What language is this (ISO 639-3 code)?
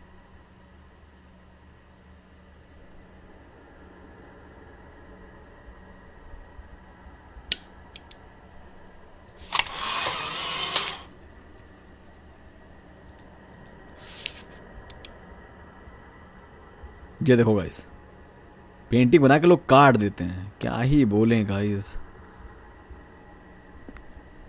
hin